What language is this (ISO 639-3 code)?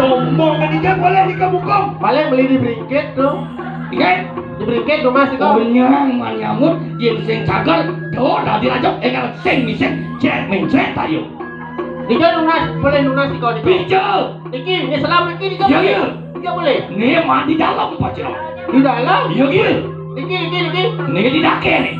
ban